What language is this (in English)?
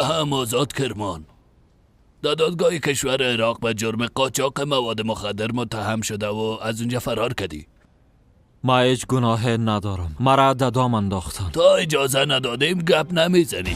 Persian